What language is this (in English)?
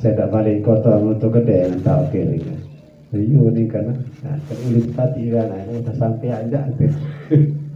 Sasak